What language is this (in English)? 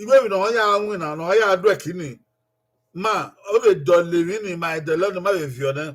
Bini